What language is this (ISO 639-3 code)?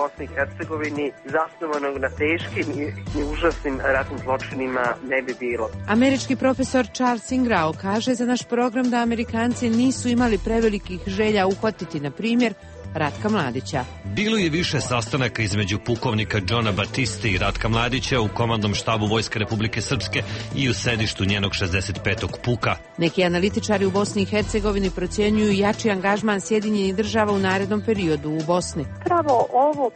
hrv